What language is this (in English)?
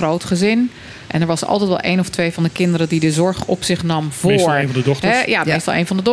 Dutch